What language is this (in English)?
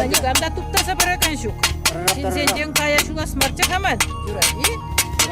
Chuvash